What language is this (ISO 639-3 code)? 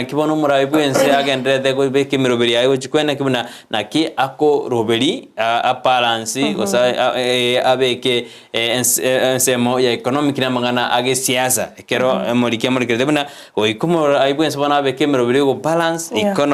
guz